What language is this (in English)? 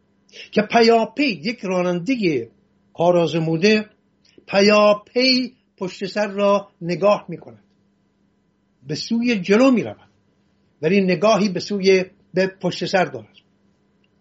Persian